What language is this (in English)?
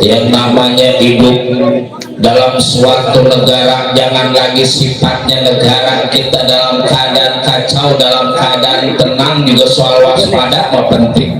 Betawi